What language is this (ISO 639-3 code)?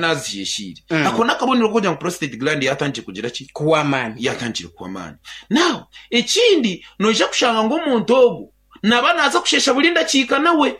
nyn